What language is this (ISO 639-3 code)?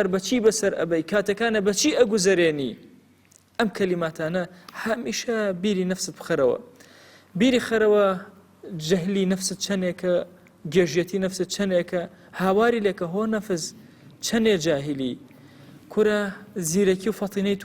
ckb